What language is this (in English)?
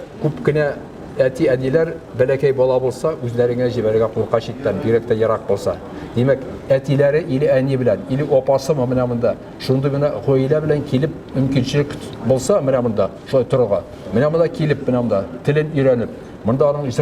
Tatar